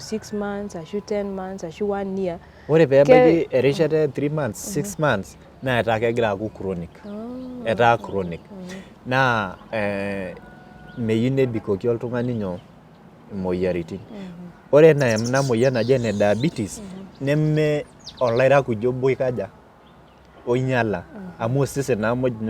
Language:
Masai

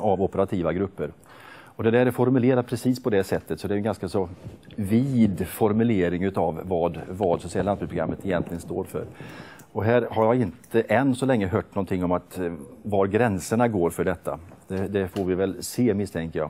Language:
Swedish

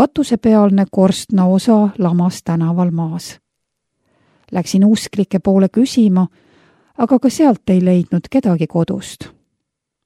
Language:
Estonian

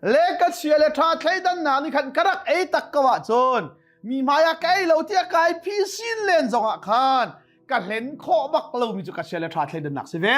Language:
Hakha Chin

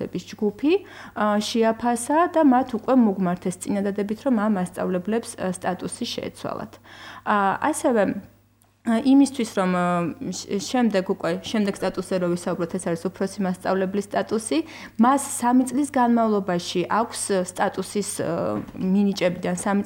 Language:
Georgian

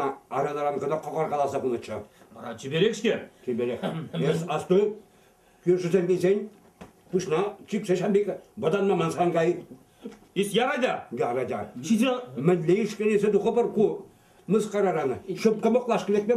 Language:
Chuvash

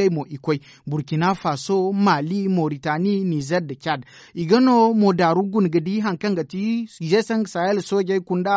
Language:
Zarma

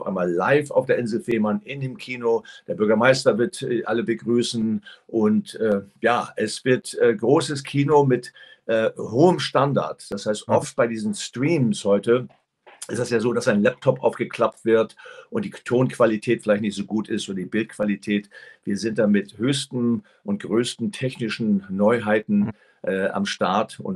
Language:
German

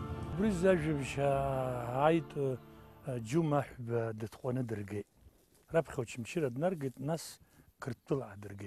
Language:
Abkhazian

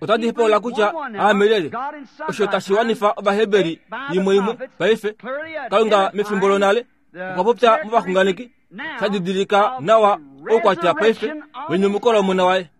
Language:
Kuanyama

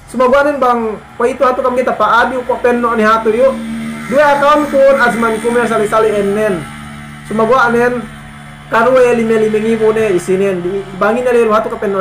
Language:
Yakan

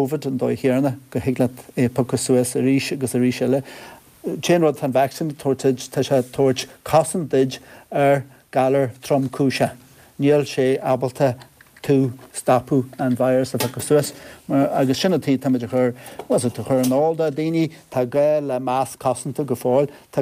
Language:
Irish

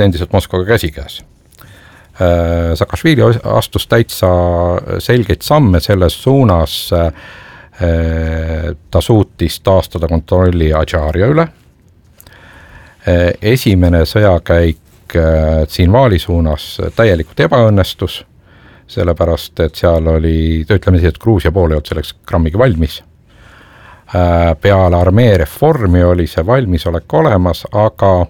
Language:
Estonian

